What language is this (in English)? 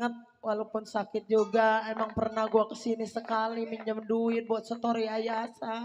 Betawi